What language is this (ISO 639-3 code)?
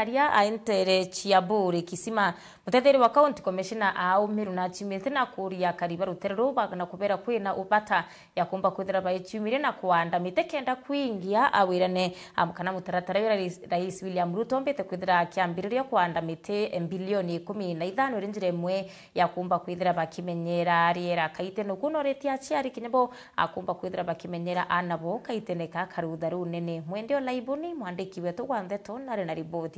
mer